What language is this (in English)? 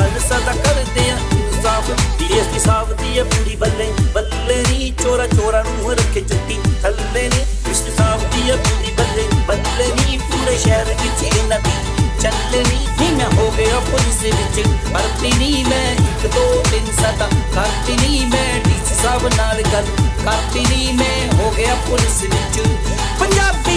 Punjabi